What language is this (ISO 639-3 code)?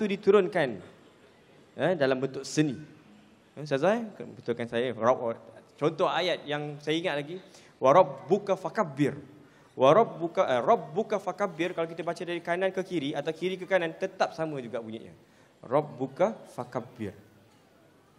msa